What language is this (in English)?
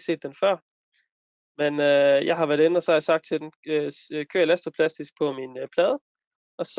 Danish